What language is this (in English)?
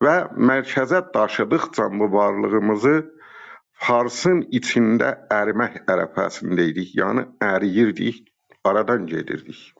South Azerbaijani